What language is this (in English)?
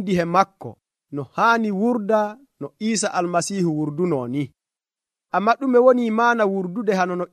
Nigerian Fulfulde